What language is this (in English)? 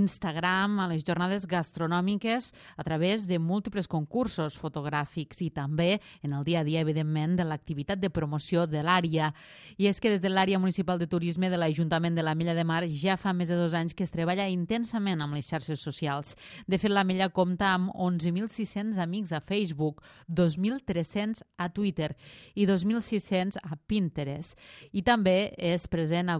Catalan